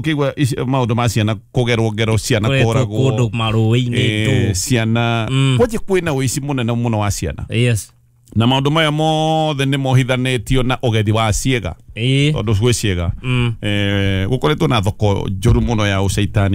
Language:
Kikuyu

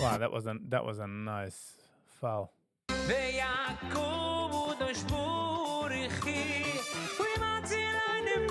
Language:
Yiddish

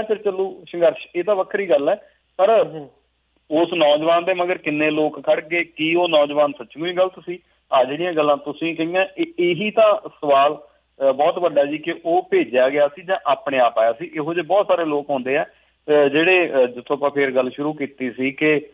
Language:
Punjabi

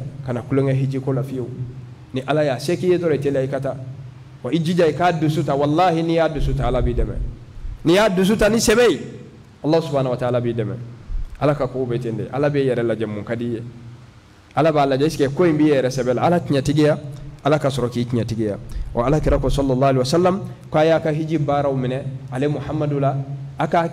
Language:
Bambara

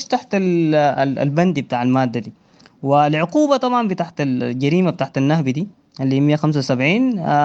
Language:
Sudanese Arabic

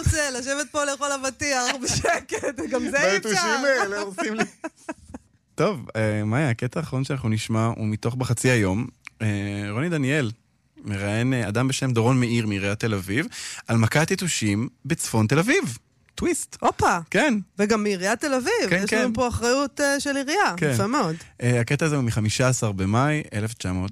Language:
Hebrew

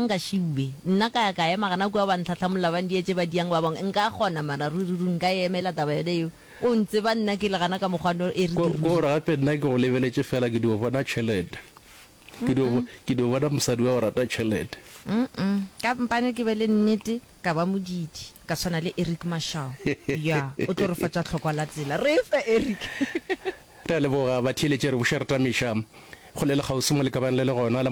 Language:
Northern Sotho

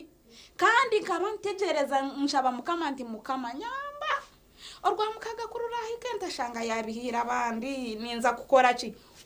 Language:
Nyankole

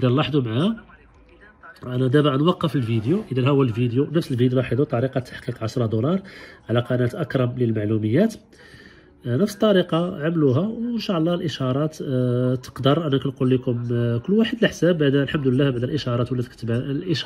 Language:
Moroccan Arabic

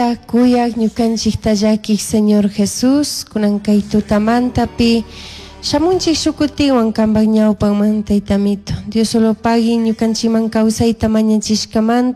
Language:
Chimborazo Highland Quichua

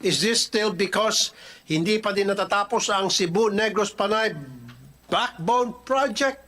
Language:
Hiligaynon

